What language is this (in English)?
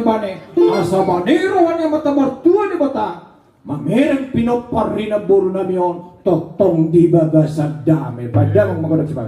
Batak Toba